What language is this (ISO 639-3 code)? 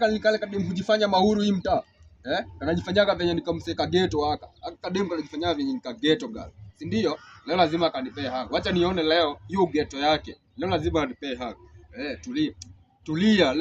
swa